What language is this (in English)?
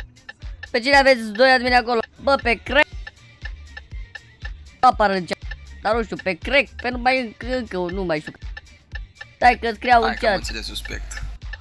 Romanian